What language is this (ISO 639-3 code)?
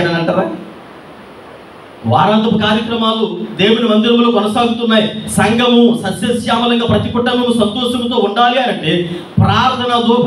tel